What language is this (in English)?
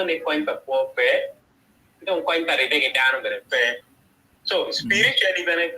Acoli